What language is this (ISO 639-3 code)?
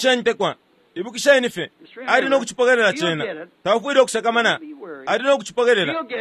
bem